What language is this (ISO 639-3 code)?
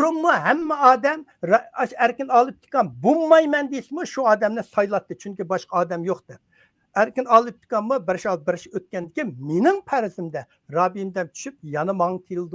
uig